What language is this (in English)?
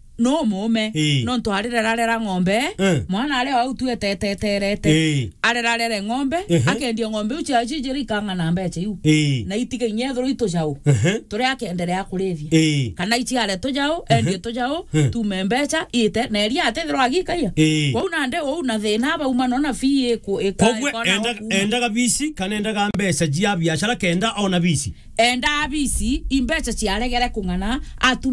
Meru